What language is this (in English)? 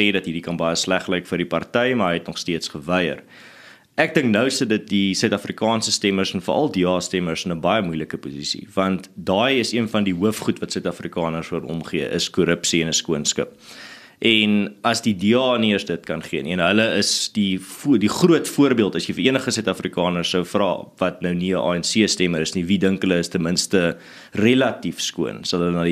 Afrikaans